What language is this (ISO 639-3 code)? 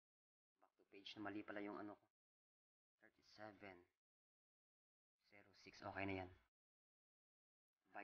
fil